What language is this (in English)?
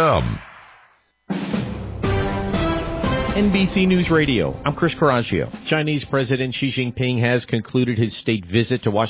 English